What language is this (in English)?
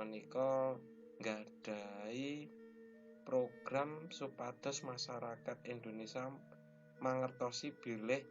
Javanese